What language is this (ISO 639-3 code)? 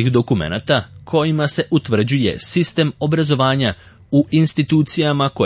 srp